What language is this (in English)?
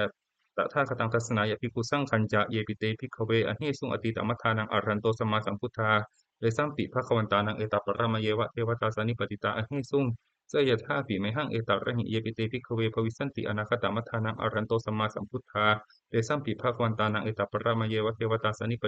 Pali